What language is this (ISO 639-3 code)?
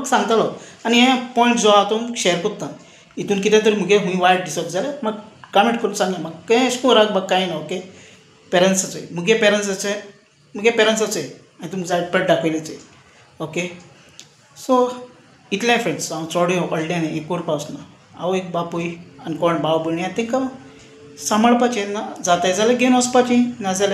kok